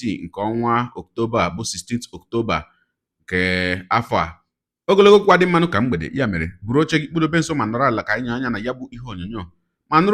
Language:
Igbo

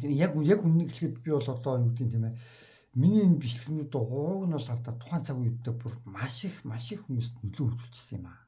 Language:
Mongolian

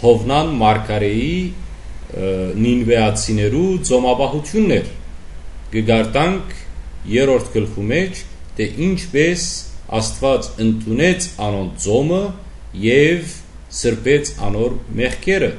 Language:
Western Armenian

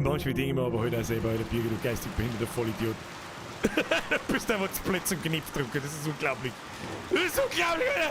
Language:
Bavarian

